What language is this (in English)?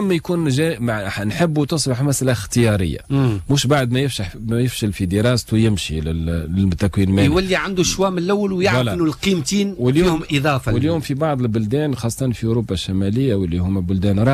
Tunisian Arabic